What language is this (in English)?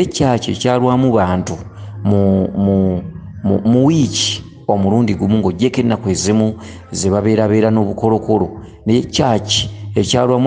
Ganda